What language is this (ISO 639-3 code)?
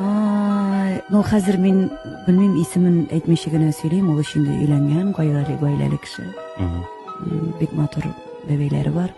tat